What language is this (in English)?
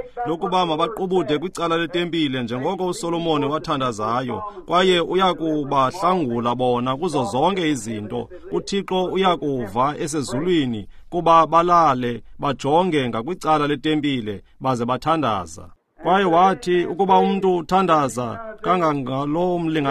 Xhosa